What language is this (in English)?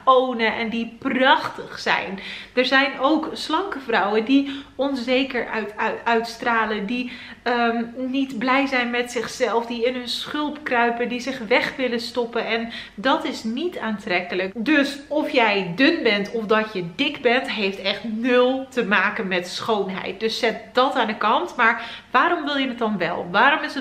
Dutch